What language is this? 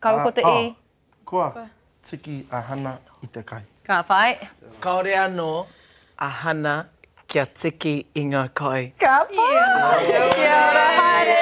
Māori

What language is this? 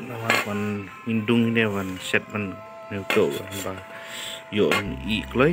Khasi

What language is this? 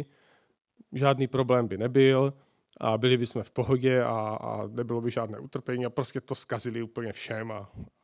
Czech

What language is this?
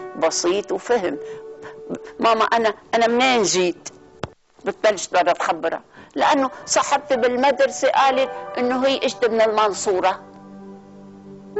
North Levantine Arabic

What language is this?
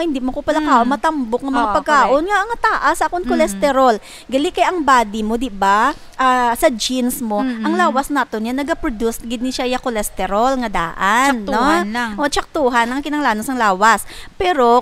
Hiligaynon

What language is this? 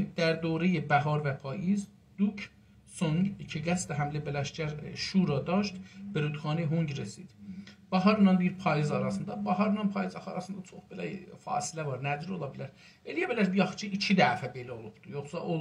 South Azerbaijani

